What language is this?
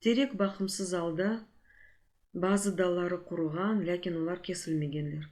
Crimean Tatar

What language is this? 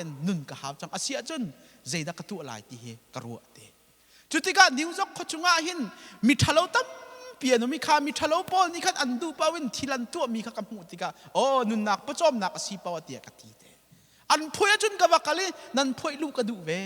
Hakha Chin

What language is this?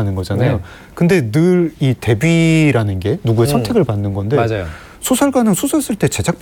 Korean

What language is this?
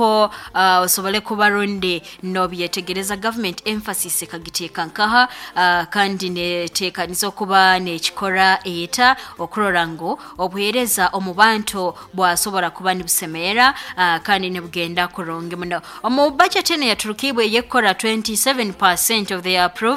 Nyankole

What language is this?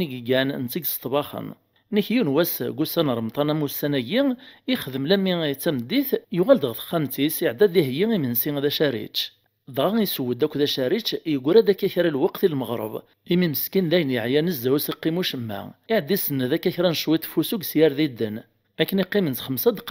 Kabyle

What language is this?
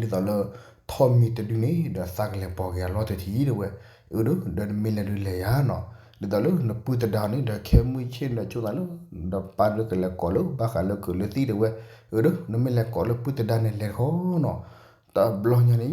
S'gaw Karen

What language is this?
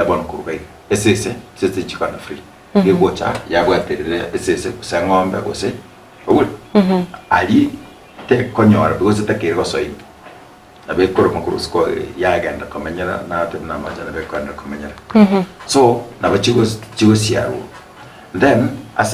Gusii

